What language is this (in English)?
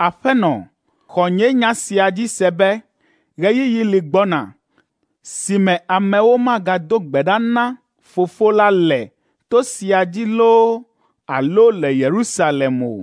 Ewe